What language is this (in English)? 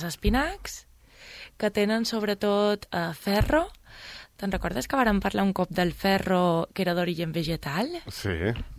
Catalan